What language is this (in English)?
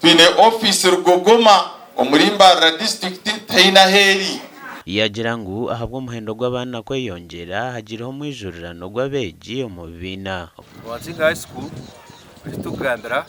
Nyankole